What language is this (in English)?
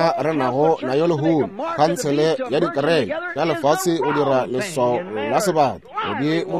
Northern Sotho